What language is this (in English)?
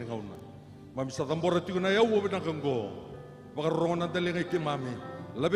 Fijian